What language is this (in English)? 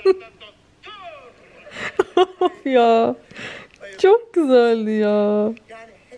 Turkish